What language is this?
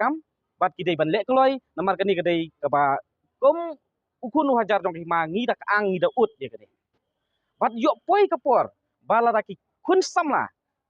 Khasi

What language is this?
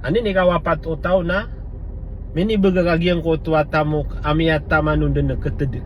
Maranao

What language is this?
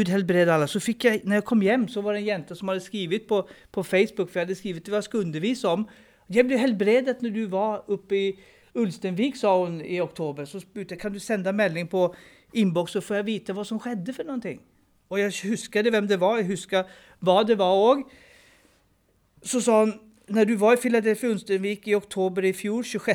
Norwegian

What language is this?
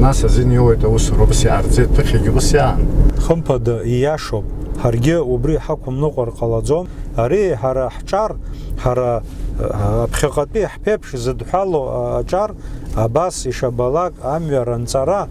Abkhazian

